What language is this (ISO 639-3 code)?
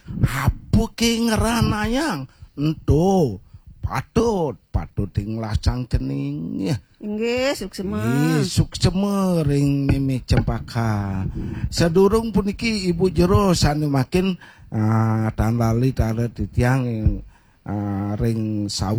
ban